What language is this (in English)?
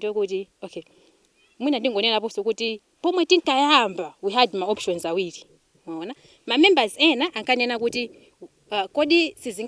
Nyanja